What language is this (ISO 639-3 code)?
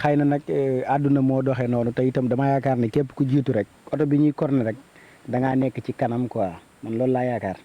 wol